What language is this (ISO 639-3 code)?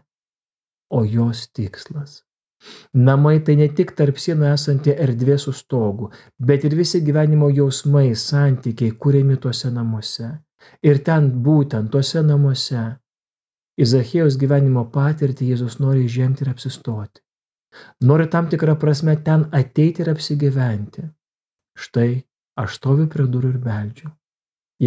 lit